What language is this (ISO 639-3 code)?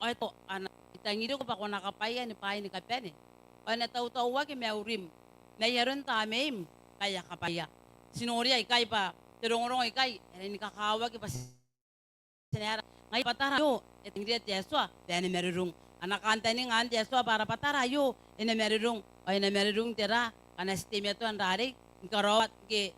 gil